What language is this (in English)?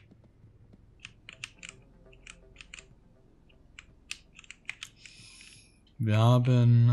German